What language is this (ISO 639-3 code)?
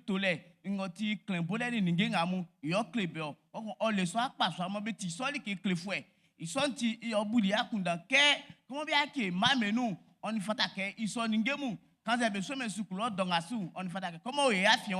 bci